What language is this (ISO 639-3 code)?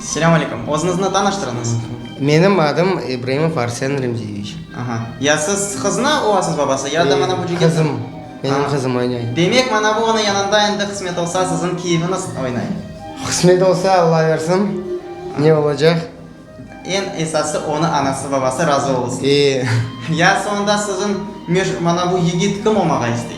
crh